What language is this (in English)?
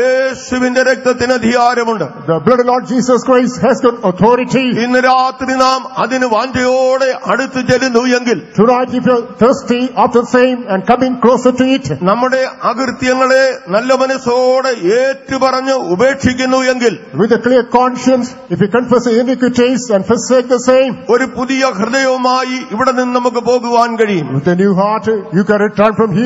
Malayalam